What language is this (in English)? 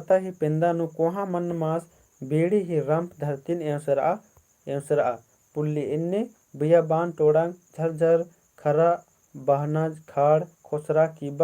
Kurukh